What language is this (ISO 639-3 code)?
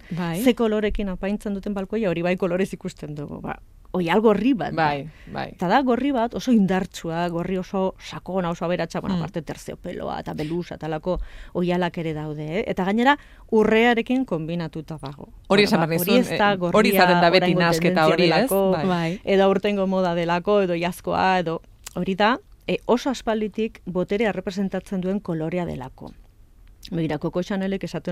eus